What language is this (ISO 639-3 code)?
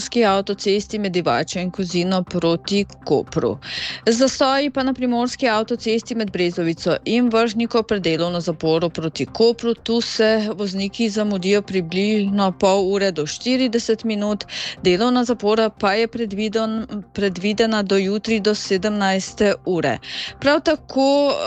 slv